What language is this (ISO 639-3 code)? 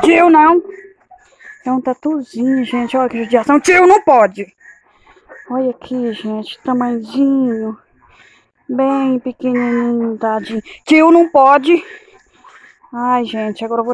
por